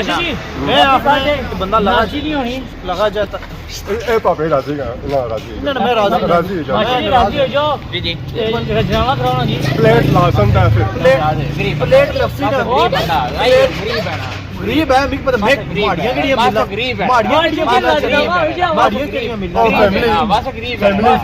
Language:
Pahari-Potwari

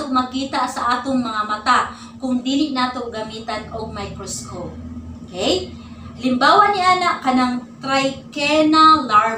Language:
Cebuano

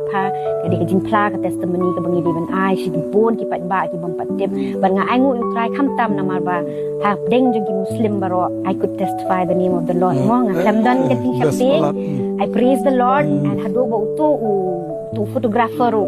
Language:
Khasi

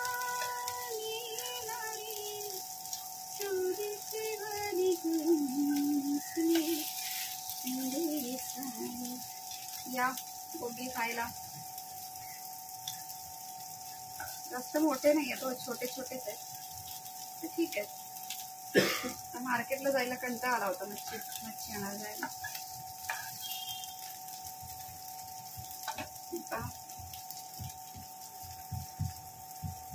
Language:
Marathi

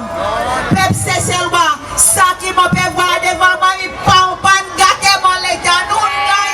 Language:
Seselwa Creole French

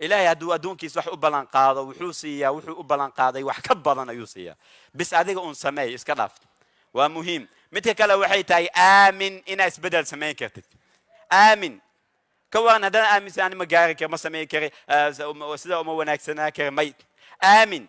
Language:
Somali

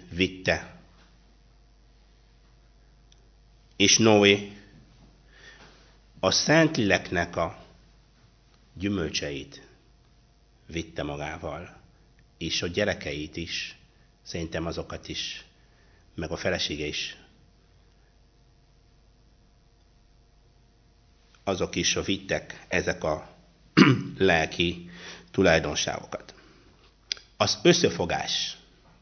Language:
Hungarian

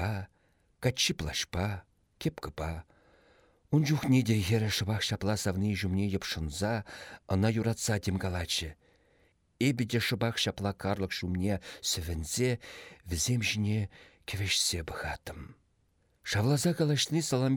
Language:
Chuvash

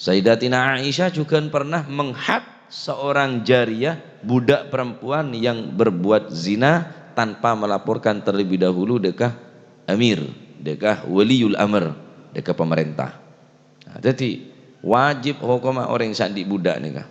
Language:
Madurese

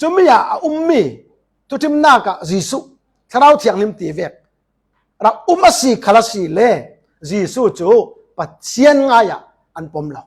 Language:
Falam Chin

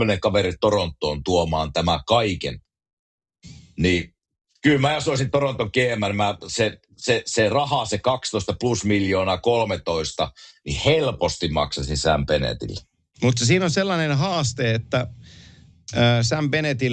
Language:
Finnish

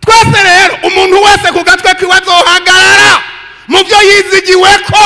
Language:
Rundi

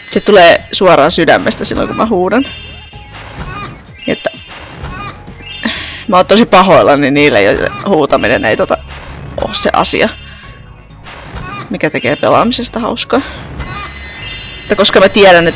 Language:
Finnish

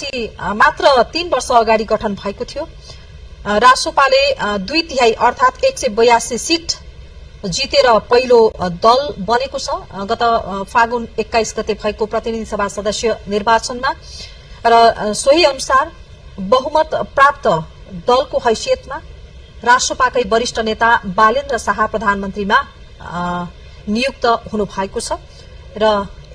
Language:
Nepali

